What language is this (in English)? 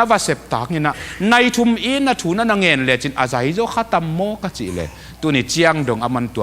Tedim Chin